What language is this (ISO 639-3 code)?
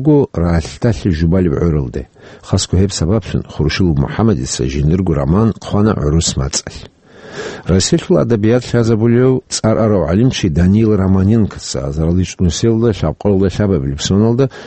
ava